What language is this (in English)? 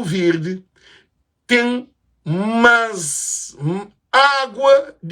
Kabuverdianu